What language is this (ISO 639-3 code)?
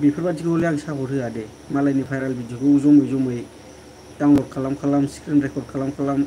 brx